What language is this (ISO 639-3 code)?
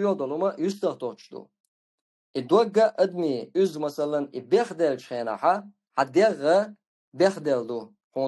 che